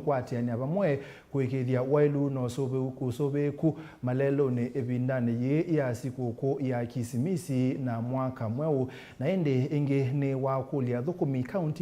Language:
Kamba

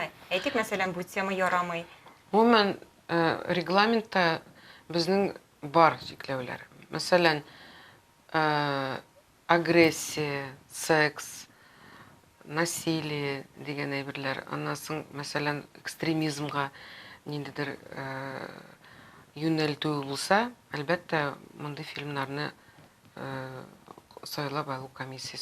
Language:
Tatar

